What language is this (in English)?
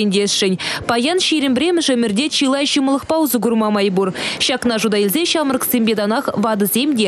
Chuvash